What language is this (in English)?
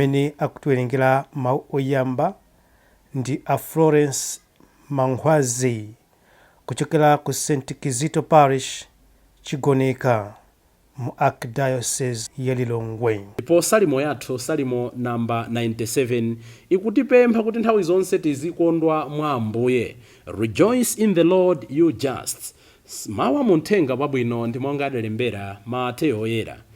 Nyanja